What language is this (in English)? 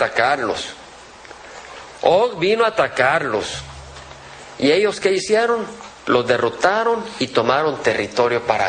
Spanish